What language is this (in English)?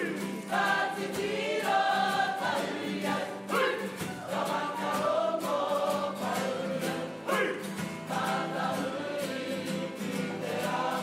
Māori